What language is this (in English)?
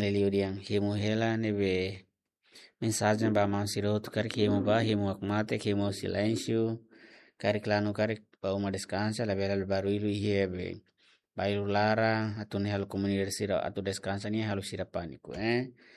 Tetum